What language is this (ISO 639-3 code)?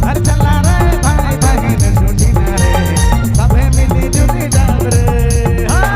sck